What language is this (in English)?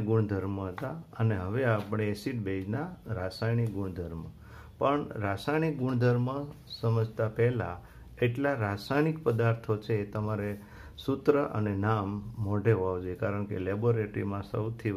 Gujarati